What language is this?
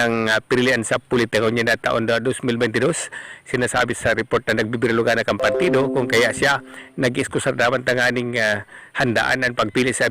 Bikol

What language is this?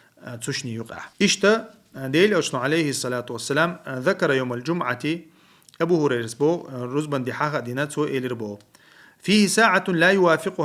Chechen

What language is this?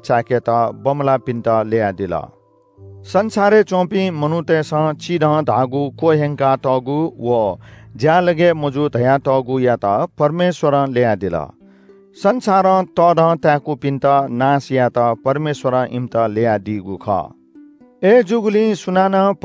Newari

